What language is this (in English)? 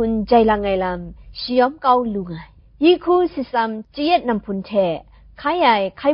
Kachin